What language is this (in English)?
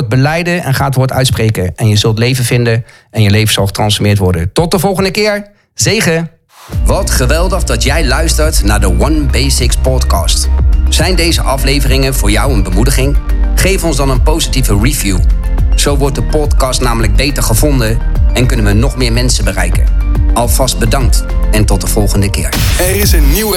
Dutch